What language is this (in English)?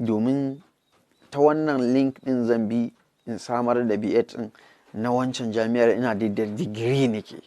Hausa